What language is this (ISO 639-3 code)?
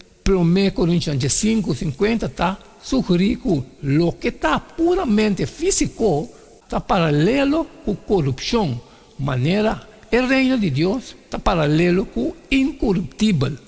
pap